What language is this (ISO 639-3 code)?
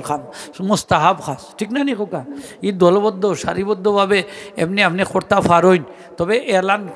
syl